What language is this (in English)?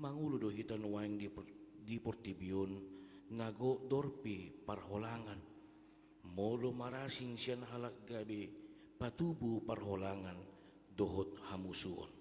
Batak Toba